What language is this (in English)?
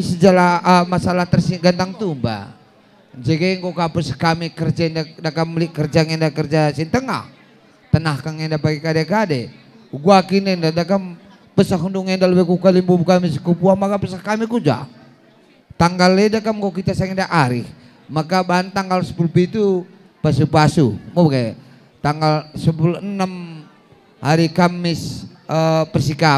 Batak Karo